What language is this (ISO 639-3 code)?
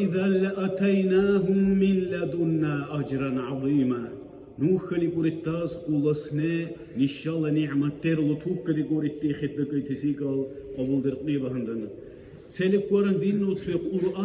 dar